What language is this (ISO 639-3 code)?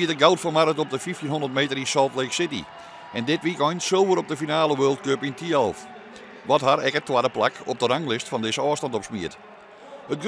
fry